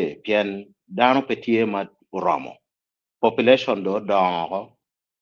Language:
Acoli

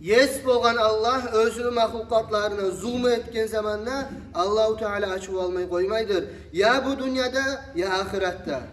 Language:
Kumyk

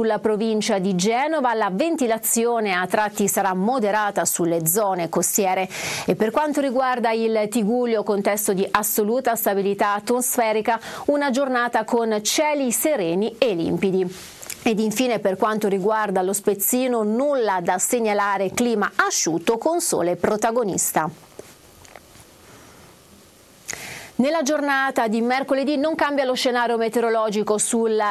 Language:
Italian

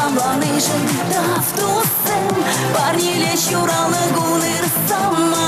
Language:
Chuvash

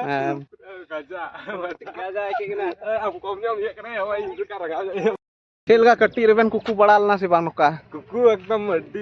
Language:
Santali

